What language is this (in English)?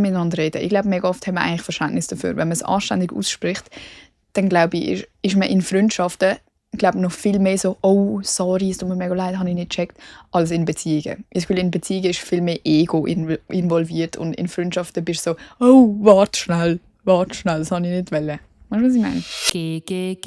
Swiss German